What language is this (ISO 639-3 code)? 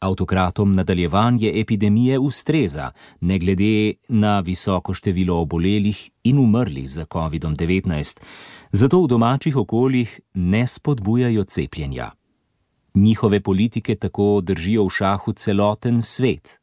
slv